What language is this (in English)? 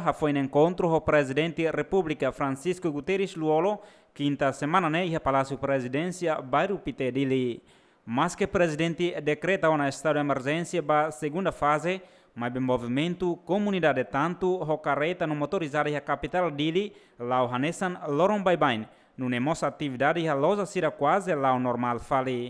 Tetum